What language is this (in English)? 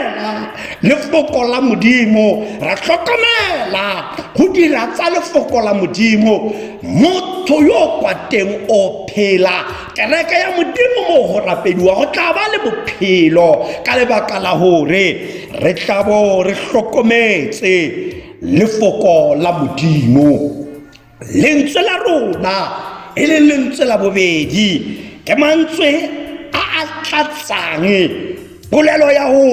Tswana